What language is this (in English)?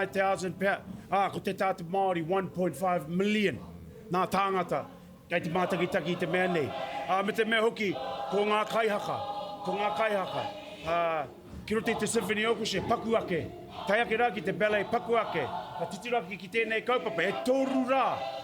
Māori